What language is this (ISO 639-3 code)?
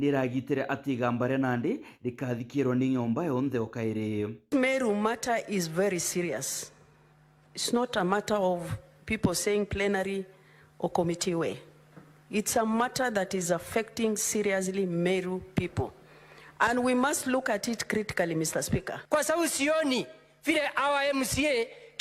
mer